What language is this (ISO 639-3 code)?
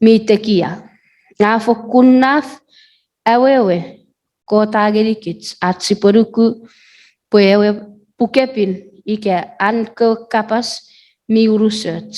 chk